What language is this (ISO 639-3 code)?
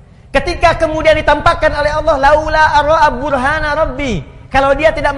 ind